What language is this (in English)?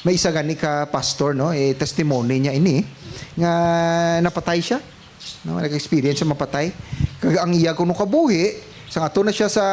Hiligaynon